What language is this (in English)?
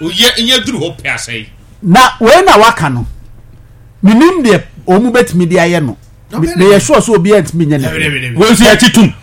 Akan